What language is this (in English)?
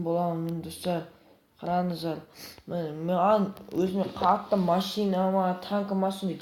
Kazakh